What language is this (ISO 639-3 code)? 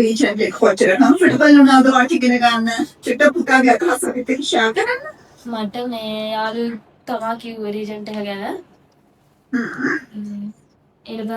sin